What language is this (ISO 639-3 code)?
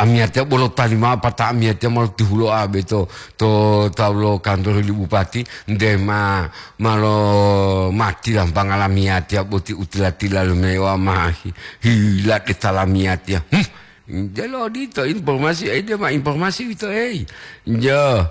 gor